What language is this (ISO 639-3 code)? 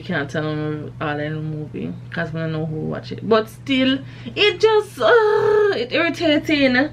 jam